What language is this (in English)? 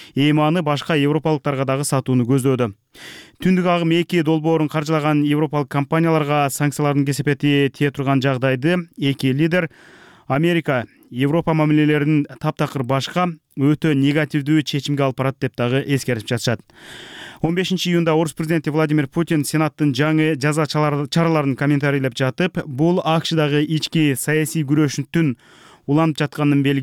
Kyrgyz